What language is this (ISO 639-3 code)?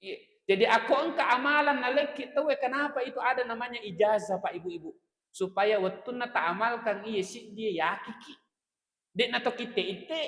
bug